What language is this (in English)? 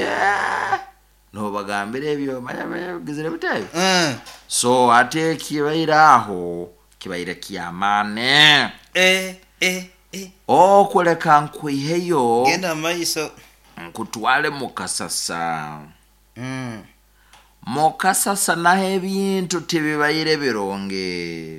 Nyoro